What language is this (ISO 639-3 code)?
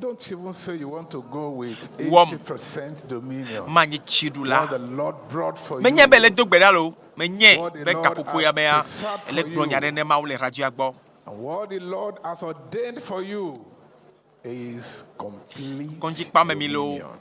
ewe